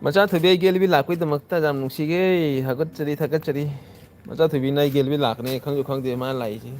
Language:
Manipuri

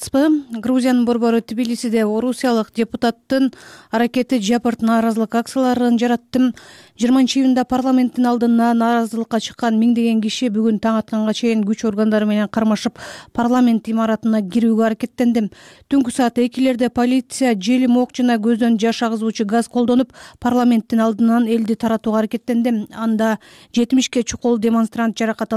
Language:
Kyrgyz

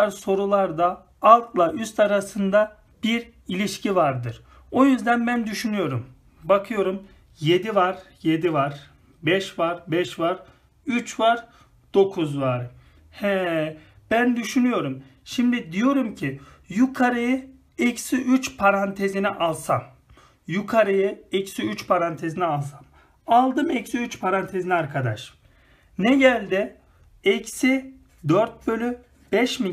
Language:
Turkish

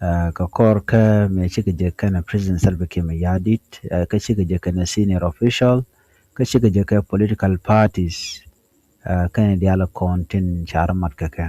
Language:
Nuer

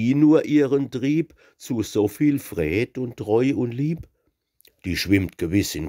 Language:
Palatine German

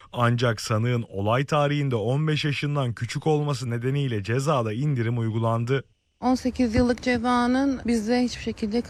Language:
Turkish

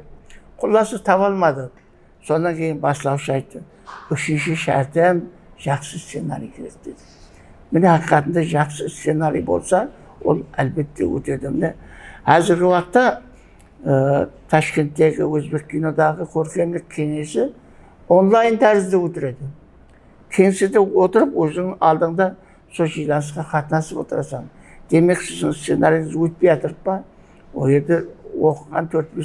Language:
Kara-Kalpak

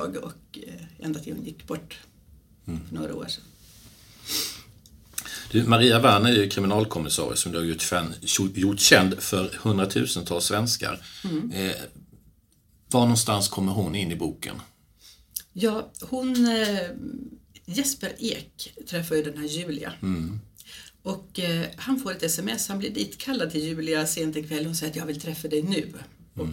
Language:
Swedish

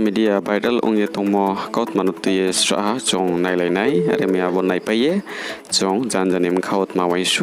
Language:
Riang (India)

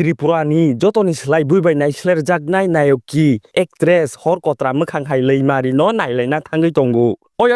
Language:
Kok Borok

